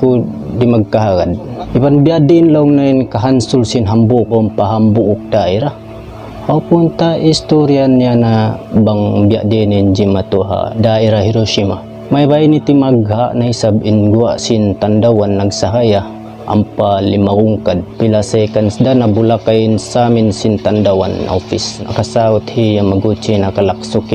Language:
Tausug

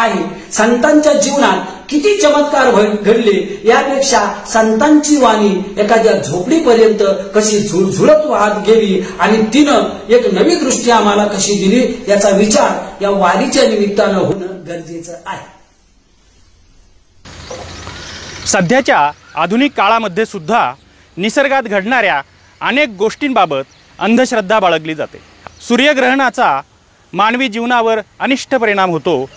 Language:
Marathi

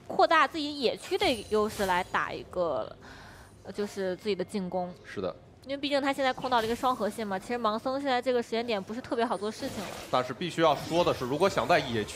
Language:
Chinese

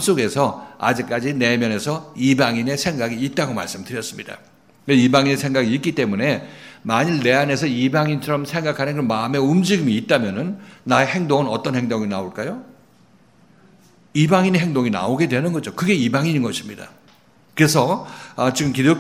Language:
Korean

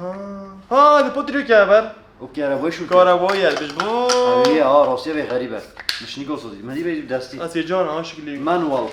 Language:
Kurdish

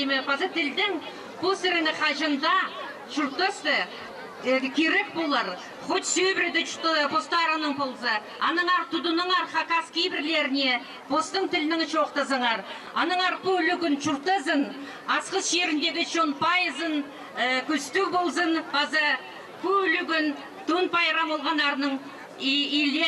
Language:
Khakas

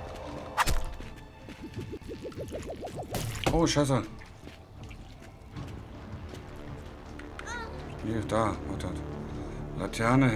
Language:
German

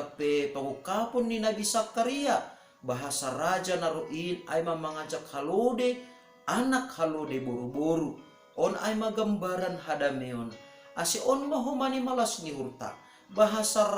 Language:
Batak Simalungun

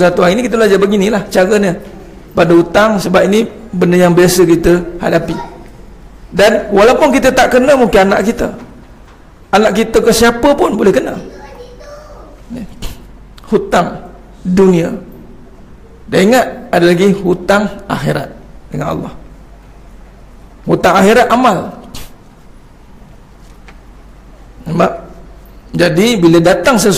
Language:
Malay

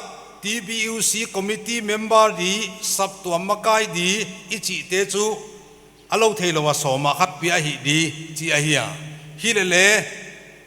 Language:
Paite Chin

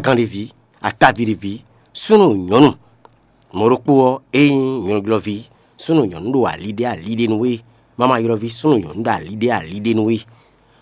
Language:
Fon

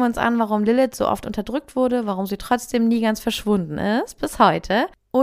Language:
German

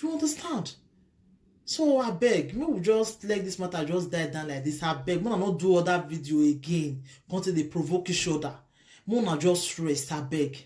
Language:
Nigerian Pidgin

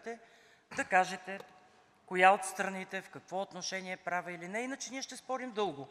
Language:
Bulgarian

